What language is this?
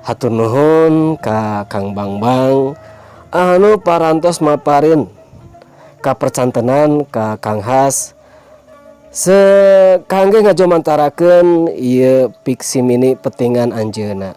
Sundanese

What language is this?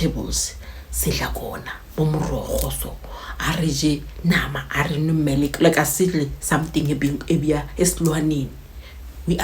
Zulu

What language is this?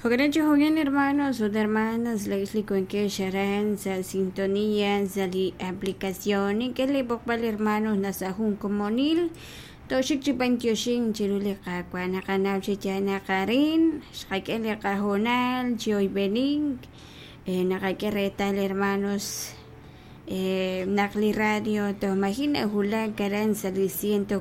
Kekchí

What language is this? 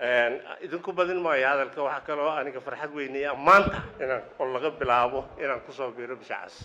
Somali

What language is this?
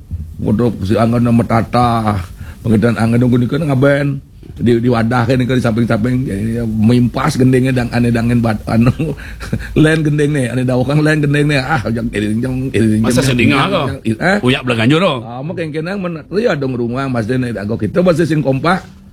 Balinese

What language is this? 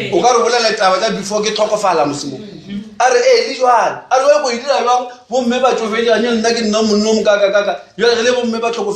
Northern Sotho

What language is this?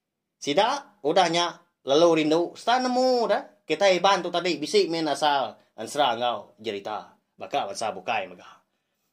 Iban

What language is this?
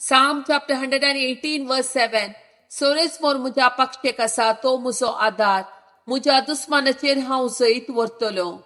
Konkani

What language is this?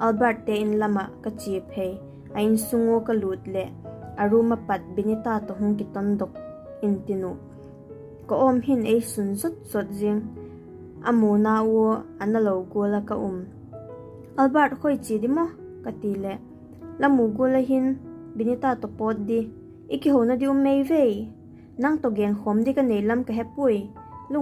Vaiphei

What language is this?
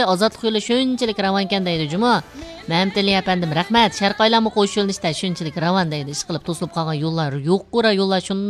Uyghur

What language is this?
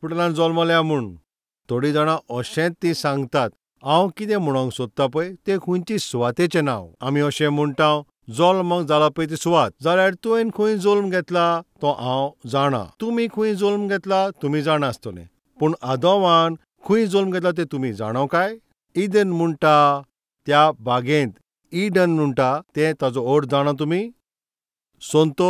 Konkani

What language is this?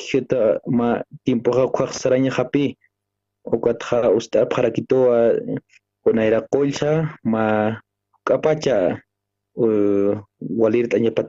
Aymara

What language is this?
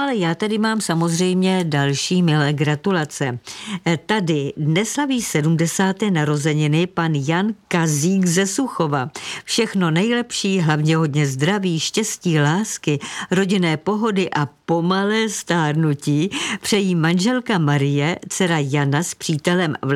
Czech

